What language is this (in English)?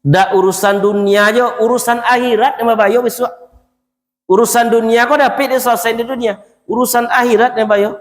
Minangkabau